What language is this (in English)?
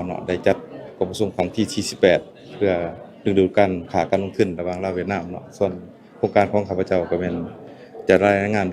Lao